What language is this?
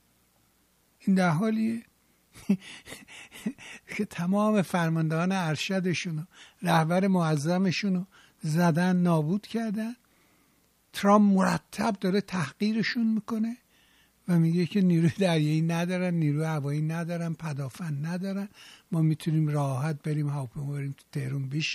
Persian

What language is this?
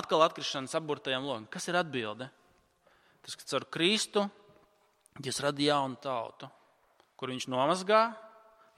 Latvian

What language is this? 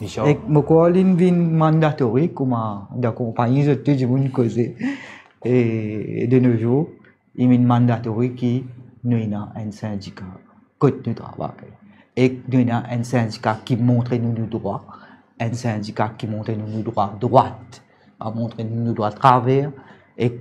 Morisyen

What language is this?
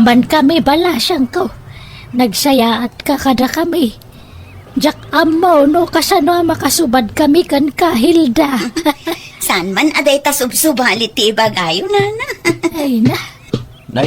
Iloko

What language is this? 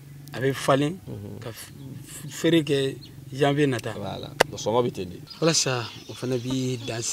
Bambara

